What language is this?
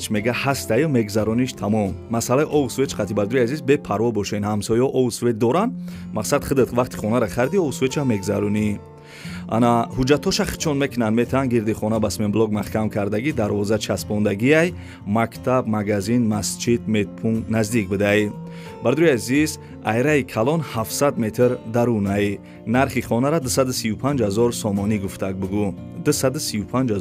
Tajik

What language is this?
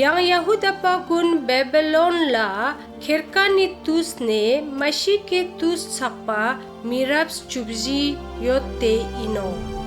Ladakhi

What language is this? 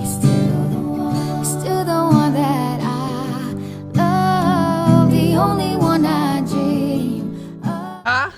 Pangasinan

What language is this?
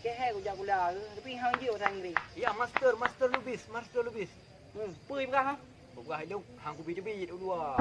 Achinese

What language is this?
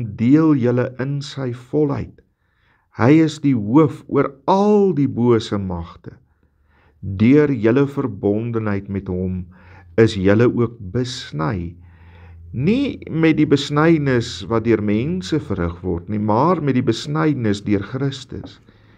Afrikaans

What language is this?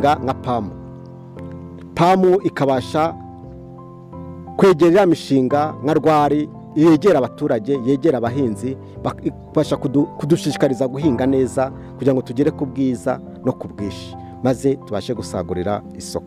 Kinyarwanda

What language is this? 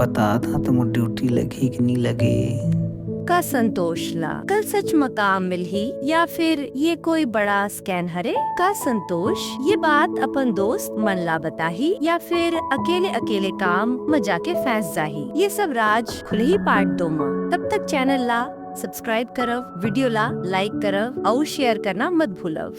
Chhattisgarhi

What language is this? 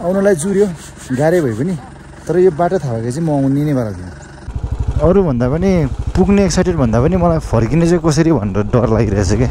Nepali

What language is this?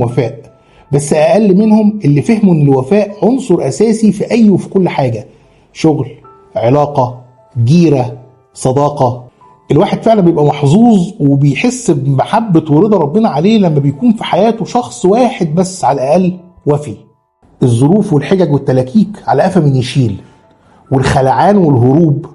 Egyptian Arabic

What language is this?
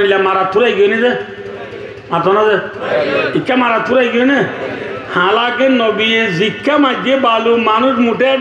Rohingya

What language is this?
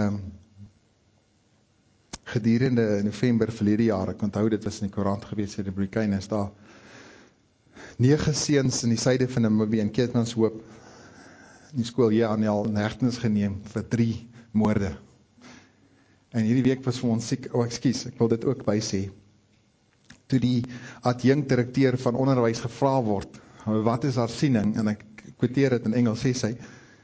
Afrikaans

